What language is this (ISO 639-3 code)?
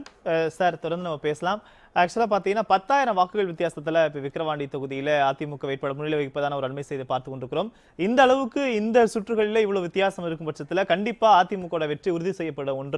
tam